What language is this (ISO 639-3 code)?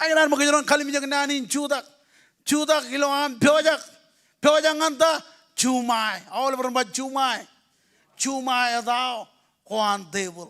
mah